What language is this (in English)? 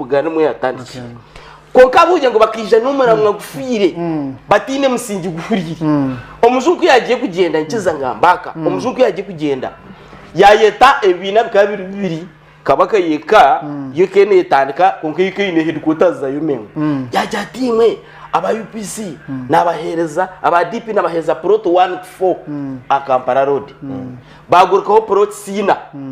Nyankole